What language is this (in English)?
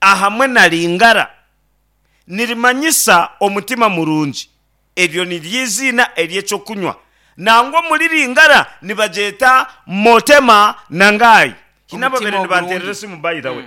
Nyankole